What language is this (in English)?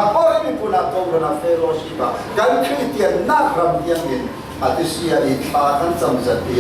Falam Chin